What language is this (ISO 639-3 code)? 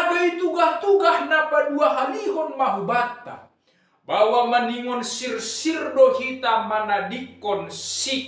bts